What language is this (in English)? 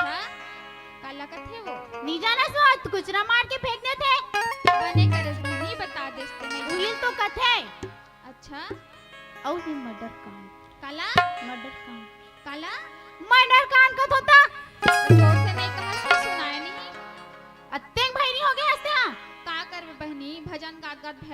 Chhattisgarhi